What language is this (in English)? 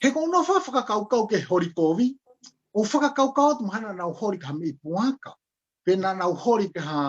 Tongan